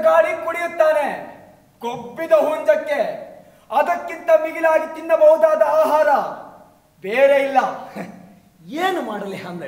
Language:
Kannada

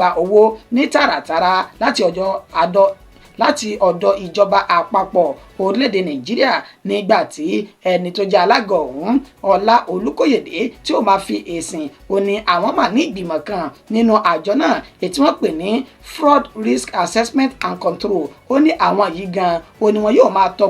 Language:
Yoruba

